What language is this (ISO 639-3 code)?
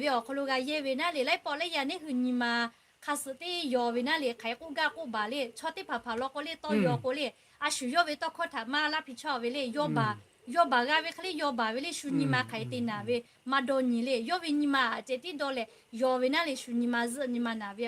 lhu